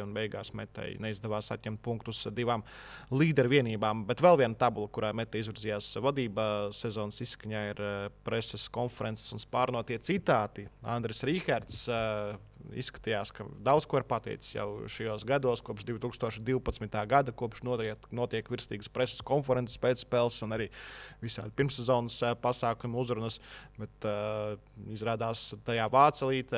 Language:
Latvian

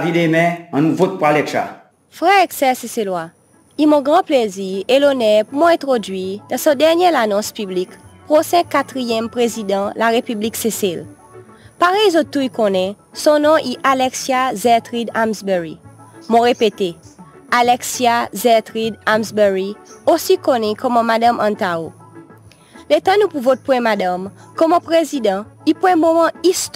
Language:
Seselwa Creole French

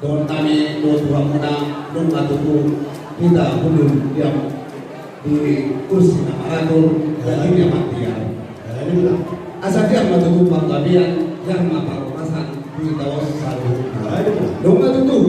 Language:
Batak Toba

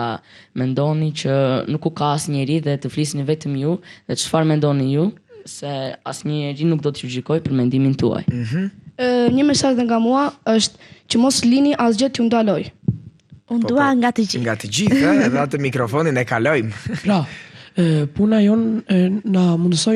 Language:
Albanian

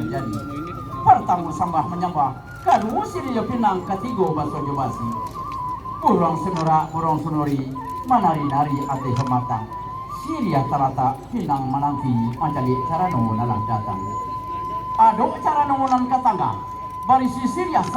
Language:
Minangkabau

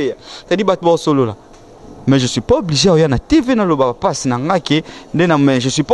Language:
Lingala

